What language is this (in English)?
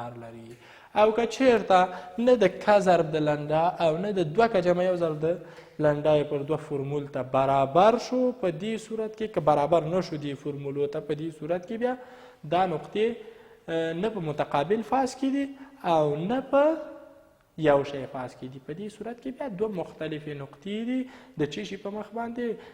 Pashto